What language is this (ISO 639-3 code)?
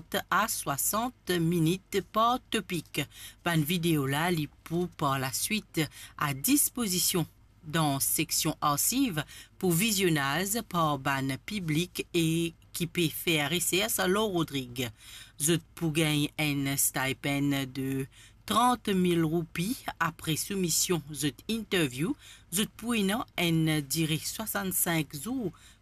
mfe